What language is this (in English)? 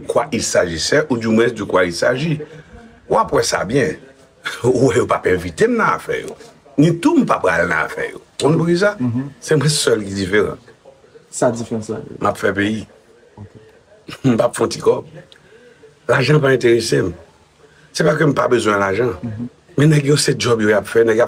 Haitian Creole